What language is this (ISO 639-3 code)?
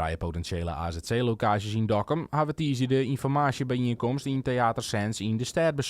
fry